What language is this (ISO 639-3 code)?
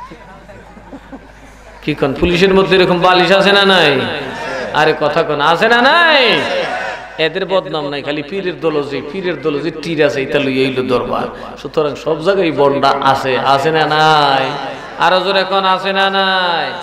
ben